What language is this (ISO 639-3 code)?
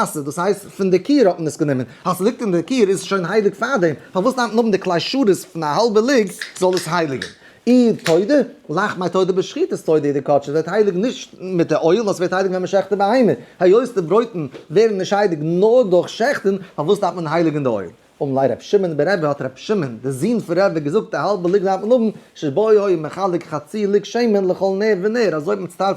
yid